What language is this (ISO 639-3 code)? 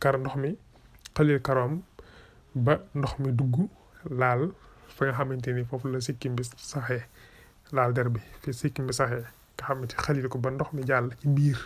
wol